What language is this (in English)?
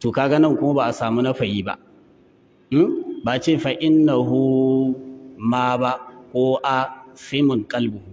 Hausa